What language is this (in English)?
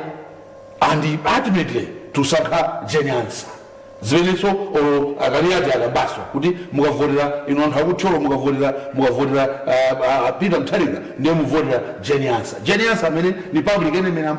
Nyanja